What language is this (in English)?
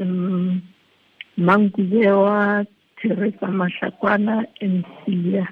Tswana